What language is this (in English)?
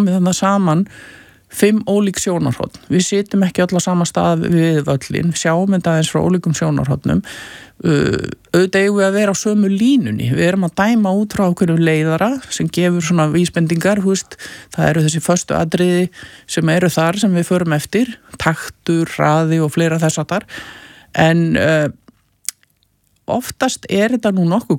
Icelandic